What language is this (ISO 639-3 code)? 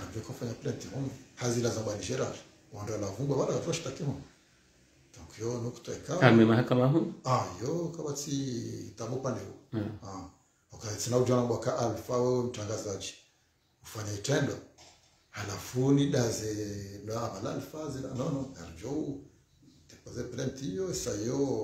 swa